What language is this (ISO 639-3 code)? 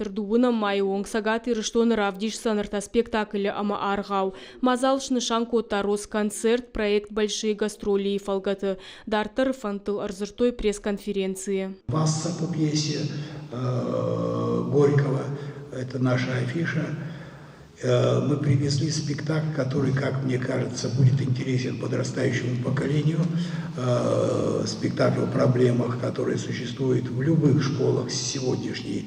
oss